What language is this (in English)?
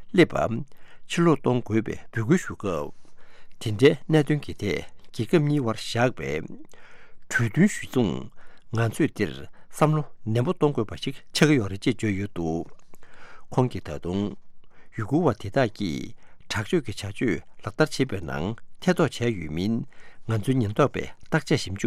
Tibetan